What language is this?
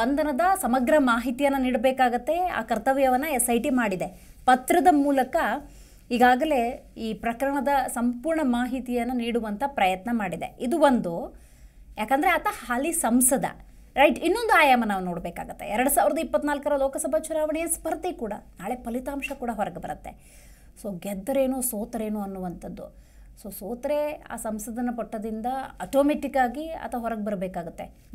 Kannada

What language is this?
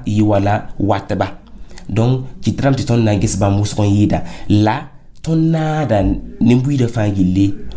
Mossi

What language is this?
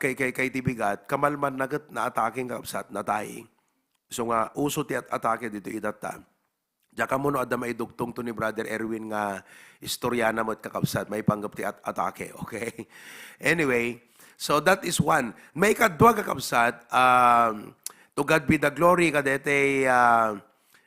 Iloko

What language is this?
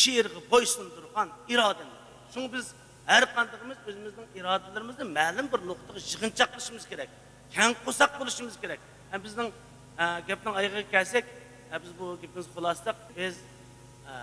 Uyghur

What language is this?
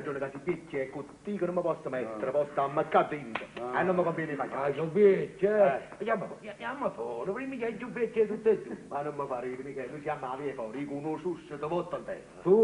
Neapolitan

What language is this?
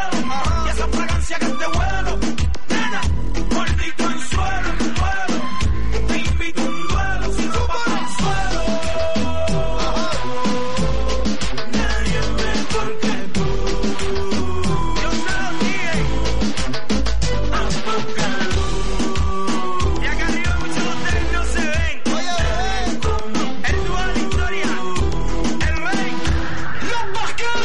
Spanish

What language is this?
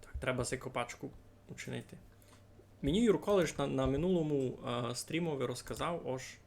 Rusyn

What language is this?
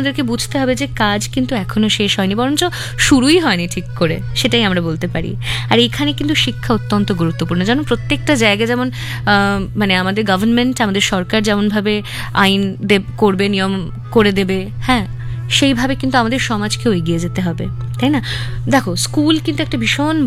Bangla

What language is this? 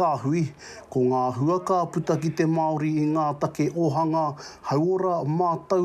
Māori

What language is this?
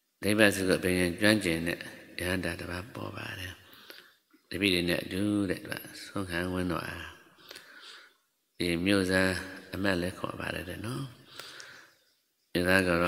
Burmese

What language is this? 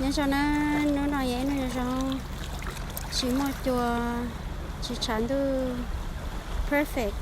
Hmong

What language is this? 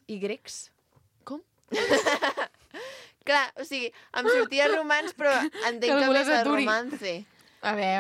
Catalan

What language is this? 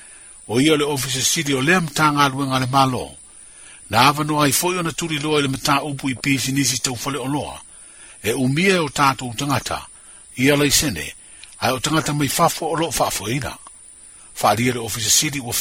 Samoan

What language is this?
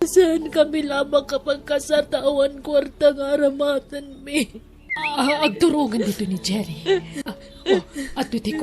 Iloko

